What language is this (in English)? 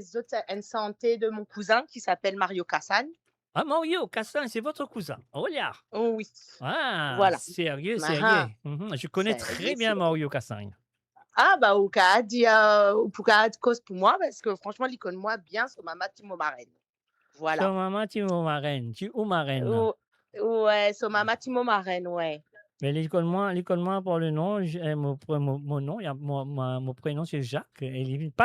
Morisyen